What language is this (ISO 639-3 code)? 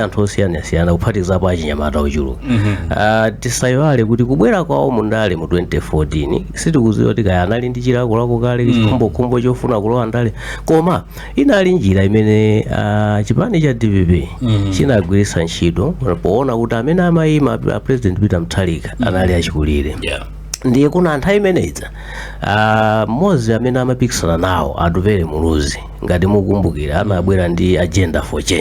nya